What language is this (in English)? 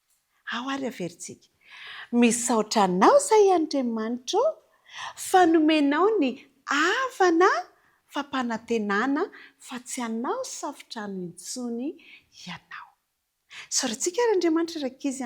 Malagasy